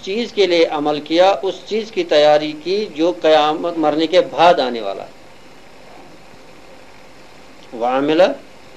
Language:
Urdu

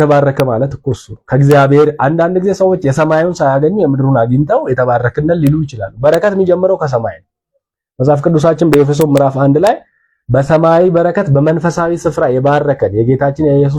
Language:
Amharic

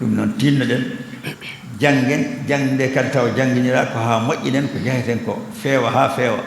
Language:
Fula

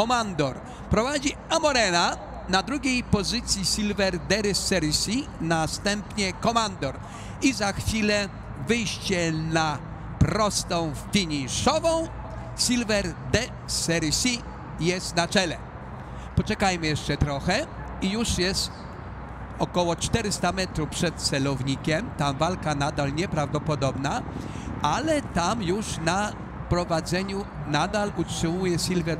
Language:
Polish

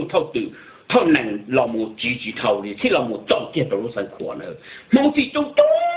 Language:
Hmong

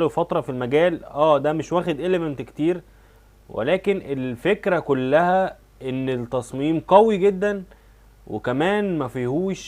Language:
Egyptian Arabic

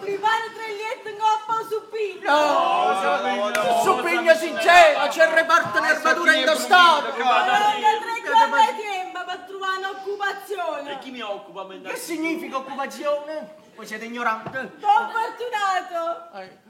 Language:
Neapolitan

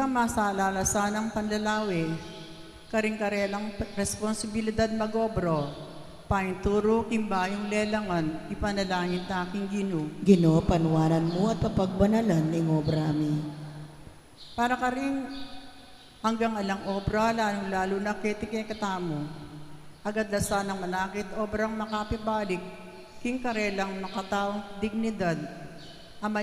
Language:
Pampanga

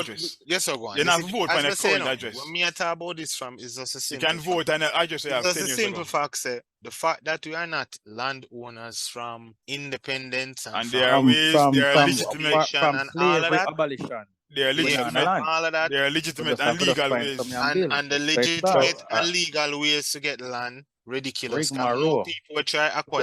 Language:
Jamaican Creole English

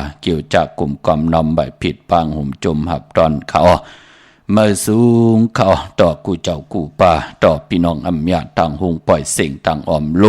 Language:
Shan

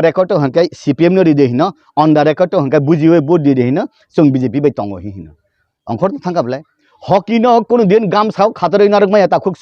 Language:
Kok Borok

